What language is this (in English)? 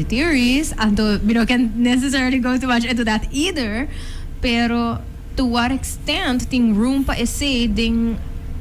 Papiamento